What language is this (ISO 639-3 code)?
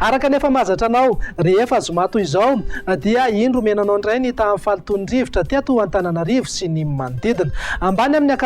mlg